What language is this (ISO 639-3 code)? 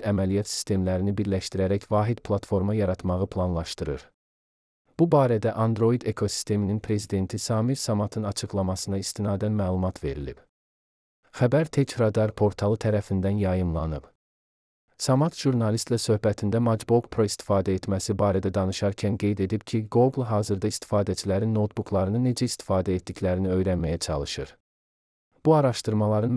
aze